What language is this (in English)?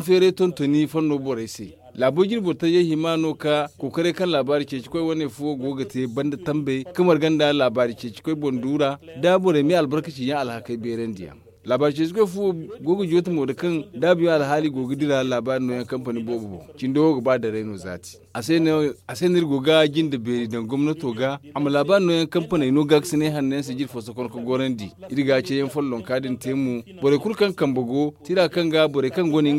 Zarma